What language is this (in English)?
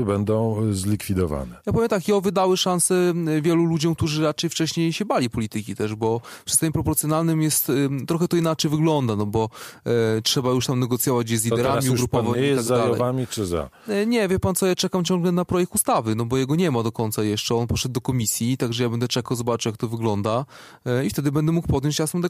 Polish